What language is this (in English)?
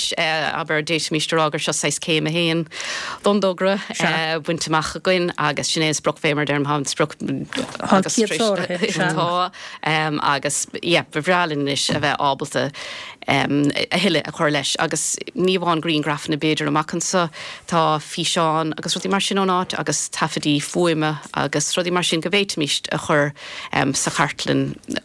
Irish